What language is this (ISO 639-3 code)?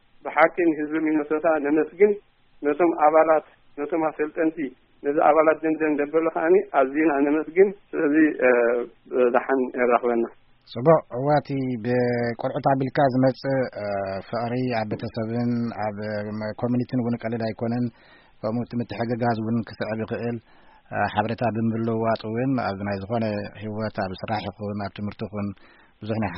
tir